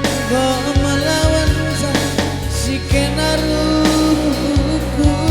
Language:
Batak Karo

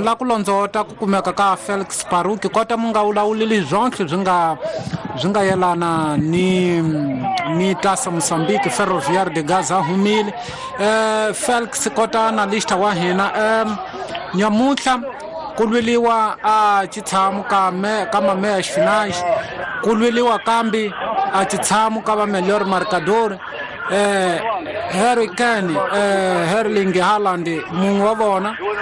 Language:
Tsonga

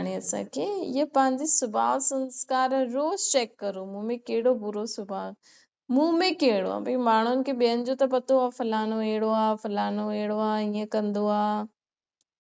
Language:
Sindhi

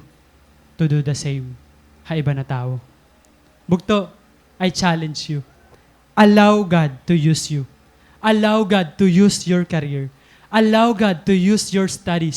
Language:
Waray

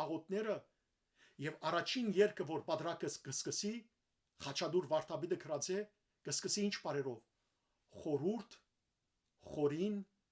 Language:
Western Armenian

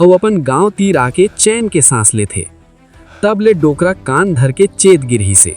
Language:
Chhattisgarhi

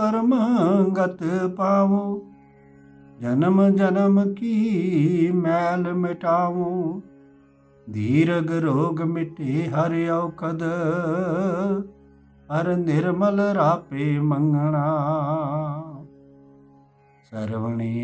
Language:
Punjabi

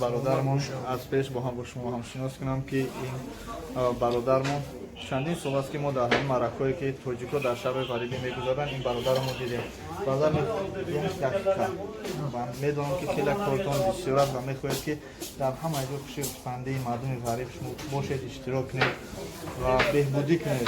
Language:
Tajik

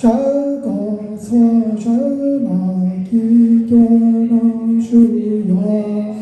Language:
Hmong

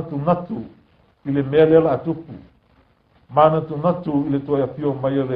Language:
Samoan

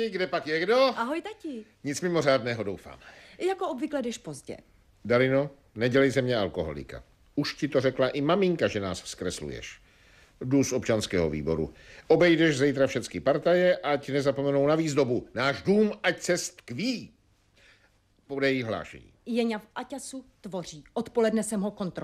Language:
Czech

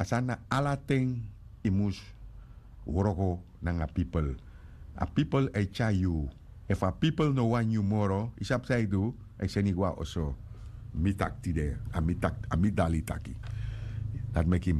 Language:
Sranan Tongo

